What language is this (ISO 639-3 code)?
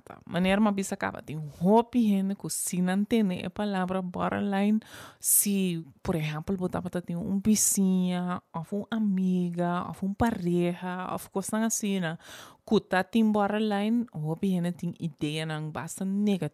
pap